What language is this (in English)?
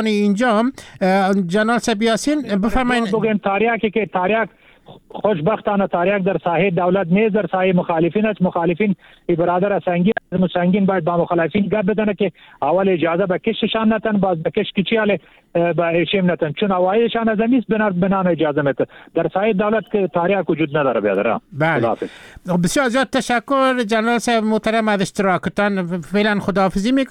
Persian